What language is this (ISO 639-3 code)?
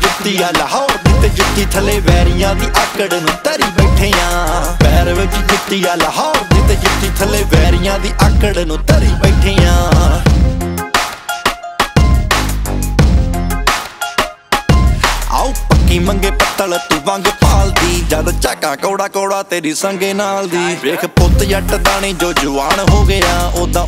pan